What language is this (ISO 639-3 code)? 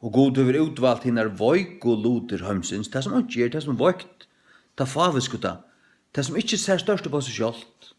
fao